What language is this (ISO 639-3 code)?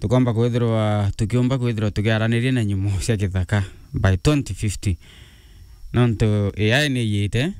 mer